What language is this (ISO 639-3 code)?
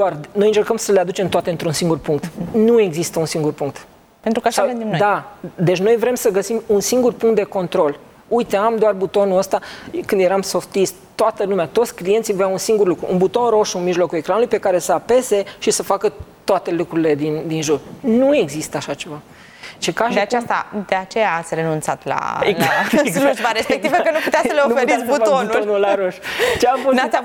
ron